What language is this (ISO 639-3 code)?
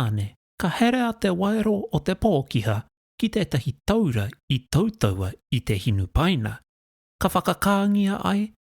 mri